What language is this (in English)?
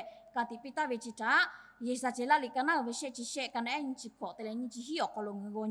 Lahu